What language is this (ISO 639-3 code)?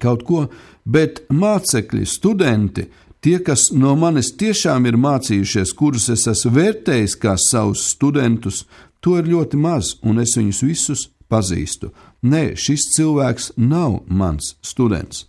lav